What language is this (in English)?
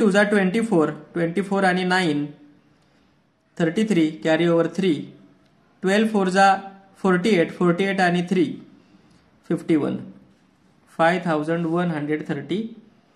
Marathi